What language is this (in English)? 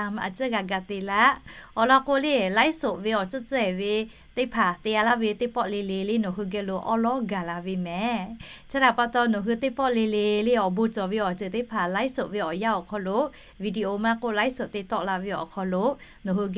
Lahu